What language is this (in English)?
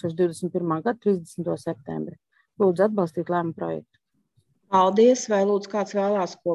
Latvian